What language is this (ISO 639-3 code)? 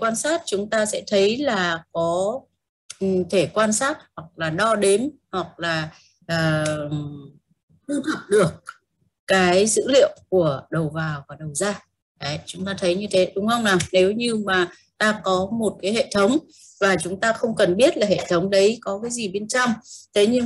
vie